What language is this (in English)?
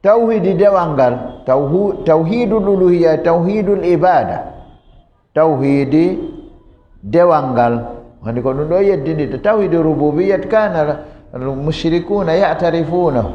Fula